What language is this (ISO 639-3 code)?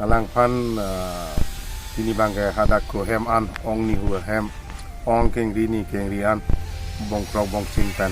mjw